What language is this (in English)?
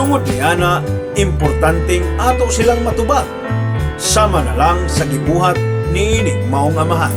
Cebuano